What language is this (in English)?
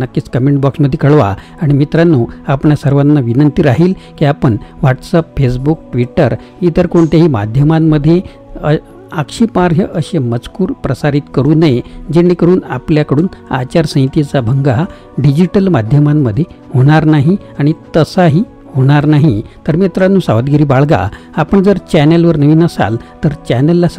Marathi